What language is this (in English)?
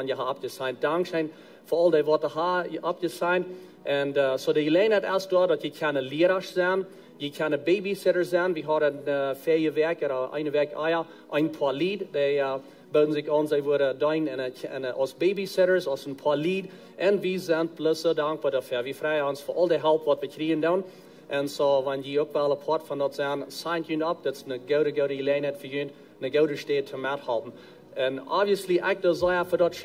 Plautdietsch